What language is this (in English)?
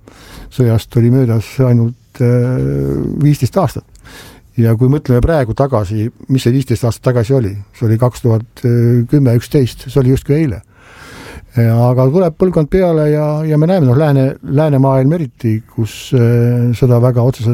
Estonian